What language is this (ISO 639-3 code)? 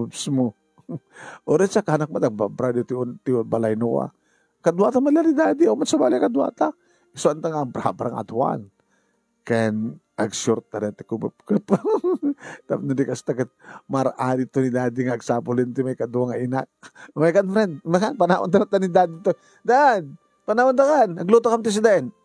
ilo